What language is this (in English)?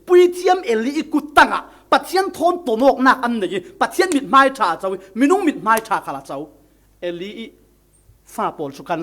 Falam Chin